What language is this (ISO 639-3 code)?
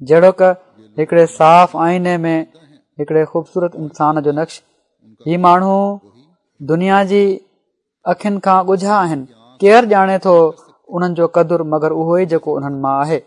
snd